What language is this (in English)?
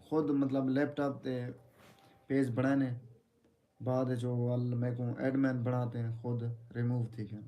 Saraiki